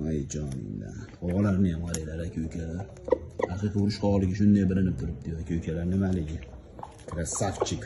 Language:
Uzbek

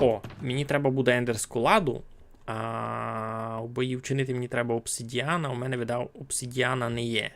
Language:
Rusyn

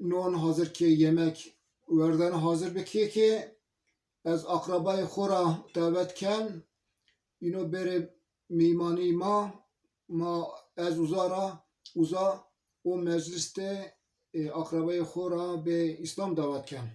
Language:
Zaza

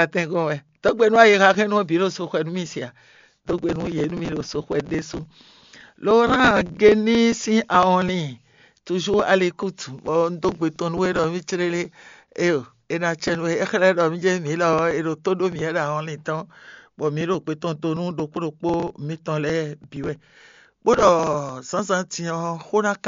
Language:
Fon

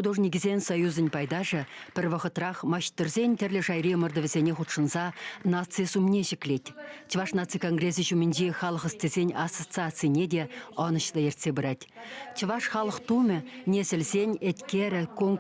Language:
Chuvash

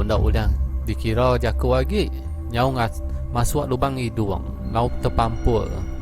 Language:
Iban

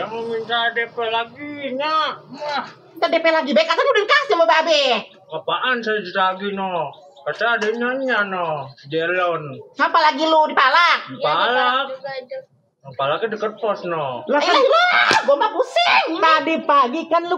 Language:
Betawi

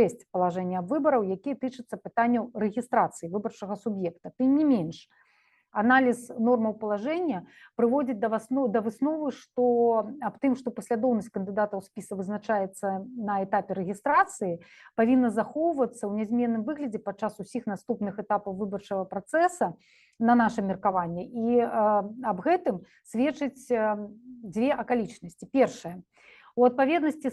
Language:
Belarusian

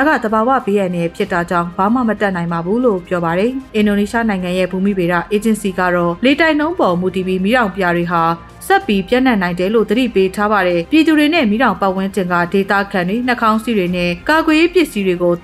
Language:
Burmese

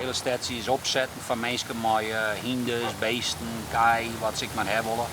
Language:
Western Frisian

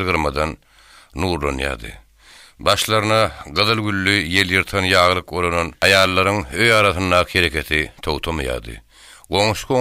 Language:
Turkmen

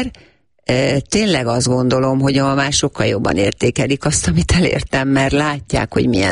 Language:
Hungarian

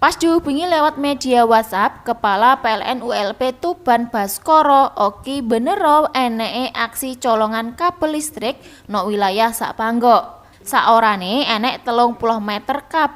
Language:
Javanese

